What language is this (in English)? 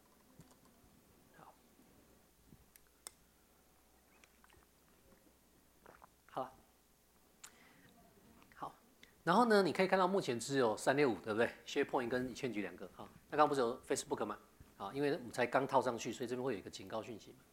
Chinese